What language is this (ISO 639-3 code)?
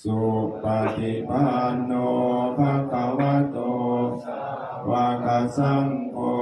pli